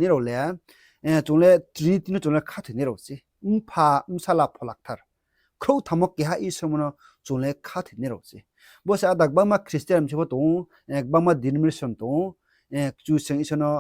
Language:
Riang (India)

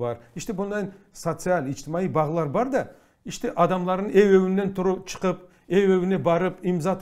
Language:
Crimean Tatar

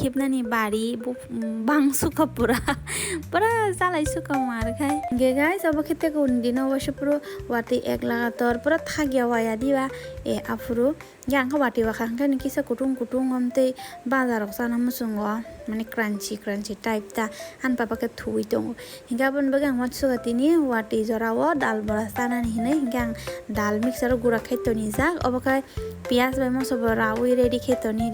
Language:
Kok Borok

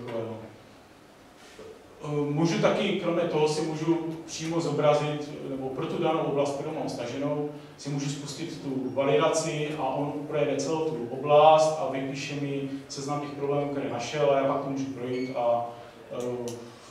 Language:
Czech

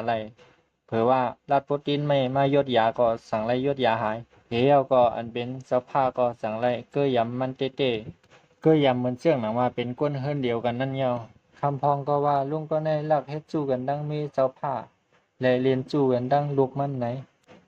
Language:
Shan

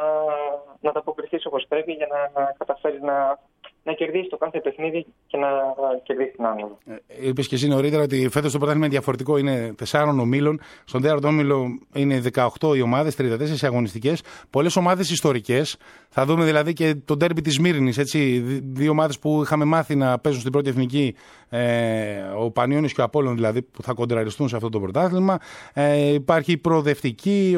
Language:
Greek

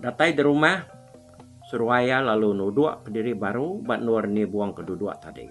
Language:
Iban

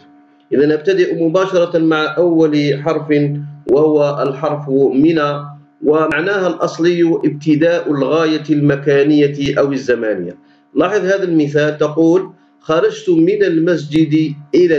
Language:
Algerian Arabic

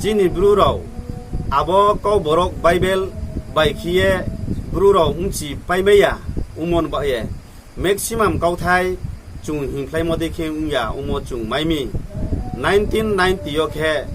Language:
Riang (India)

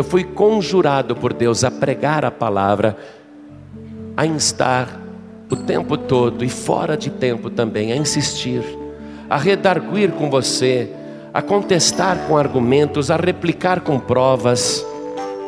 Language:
Portuguese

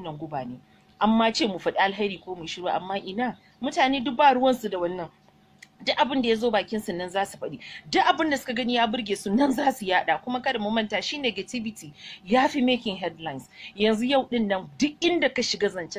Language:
Hausa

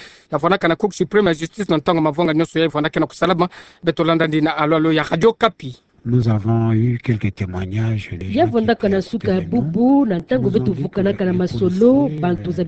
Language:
Kituba (Democratic Republic of Congo)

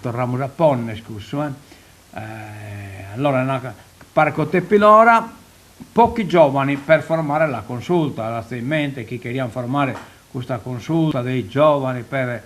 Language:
Sardinian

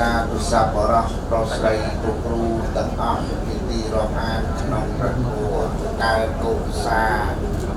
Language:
Khmer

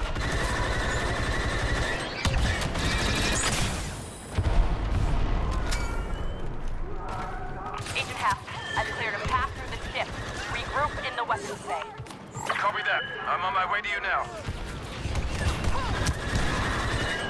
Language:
Danish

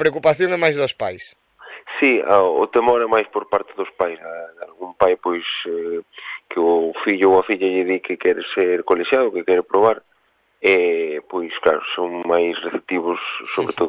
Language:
Galician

